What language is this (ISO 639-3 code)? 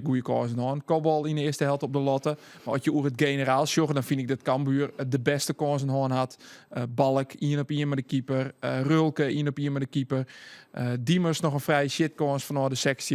fry